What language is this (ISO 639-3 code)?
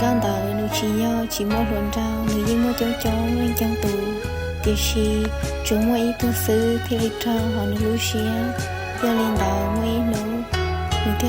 hmn